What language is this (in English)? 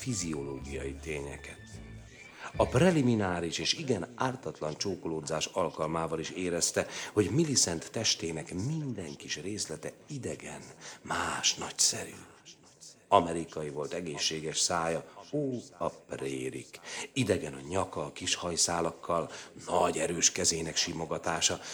Hungarian